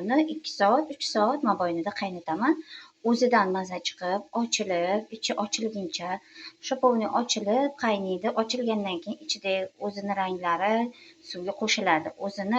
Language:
Uzbek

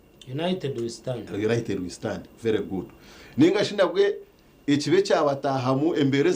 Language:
Nyankole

